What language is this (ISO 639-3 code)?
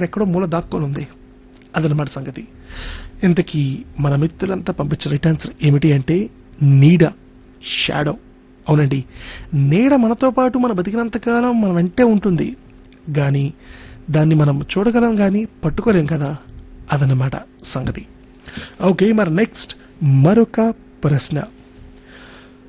tel